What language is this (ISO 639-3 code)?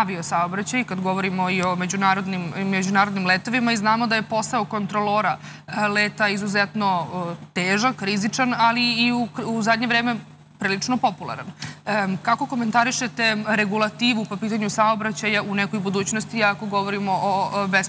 srp